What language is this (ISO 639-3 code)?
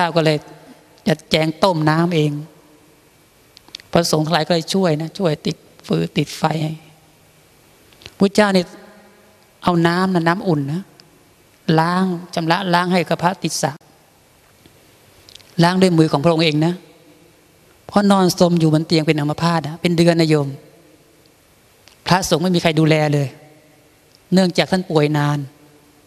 tha